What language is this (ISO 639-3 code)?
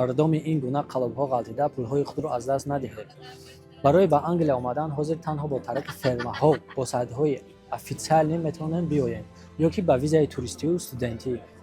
tgk